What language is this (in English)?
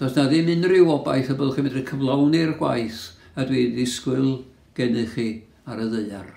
Welsh